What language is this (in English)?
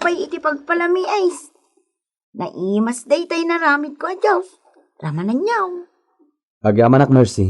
Iloko